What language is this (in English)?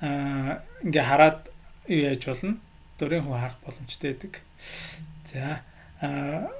Mongolian